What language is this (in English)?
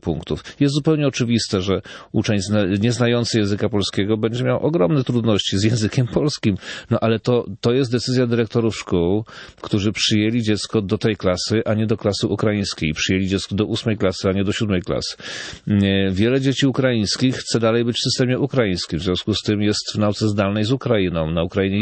Polish